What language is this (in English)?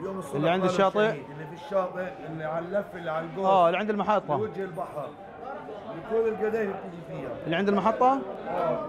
North Levantine Arabic